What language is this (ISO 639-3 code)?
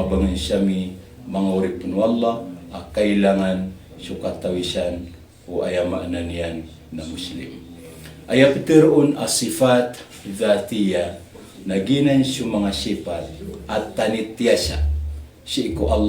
mrw